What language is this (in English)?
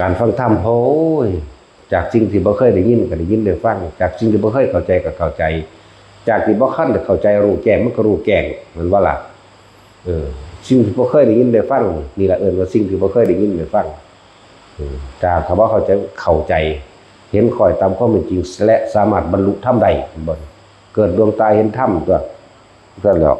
Northeastern Thai